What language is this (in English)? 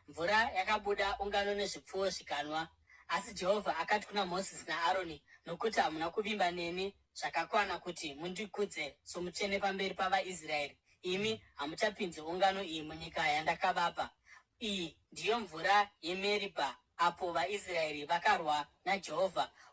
Shona